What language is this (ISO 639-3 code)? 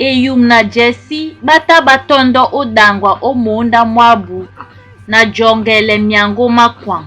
dua